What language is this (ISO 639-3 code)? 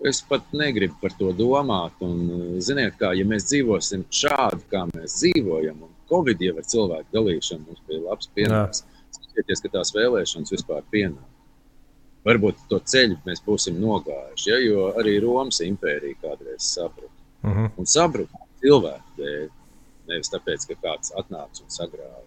lav